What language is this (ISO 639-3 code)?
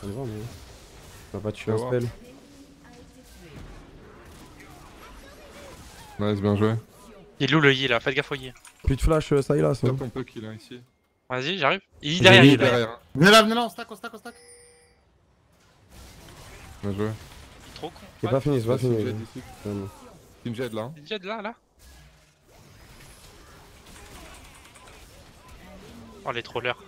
fra